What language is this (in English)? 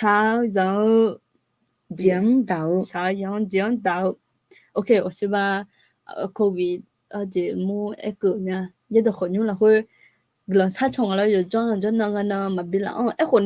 Akha